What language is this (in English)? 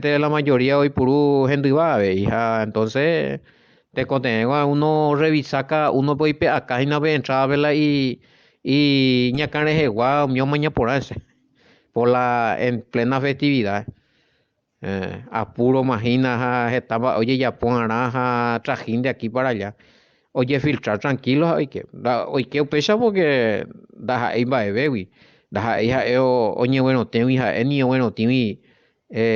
Guarani